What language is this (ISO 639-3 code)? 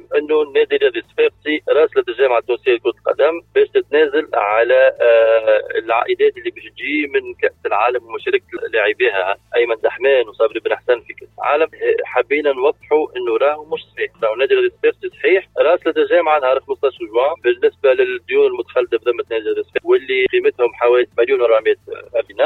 aeb